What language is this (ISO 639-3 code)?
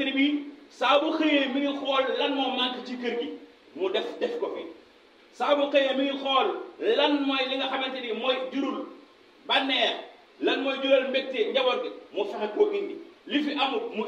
wol